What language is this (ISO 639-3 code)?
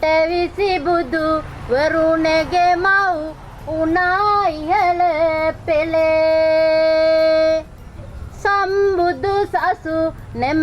sin